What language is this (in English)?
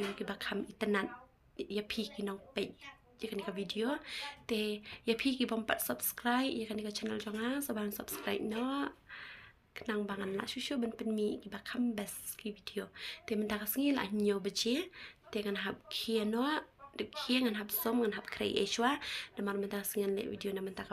Khasi